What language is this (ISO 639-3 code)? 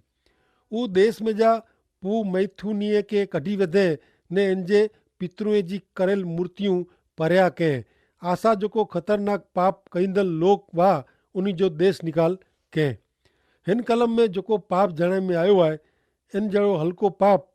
kfr